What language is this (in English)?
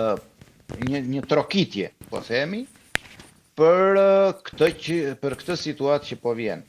Albanian